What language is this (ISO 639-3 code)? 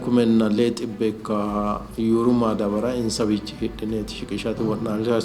sid